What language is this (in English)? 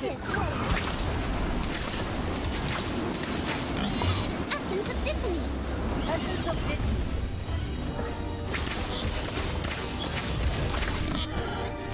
Chinese